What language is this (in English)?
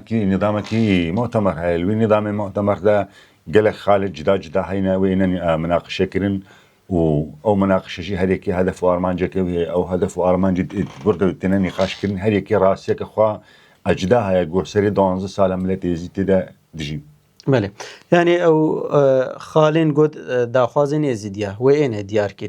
Kurdish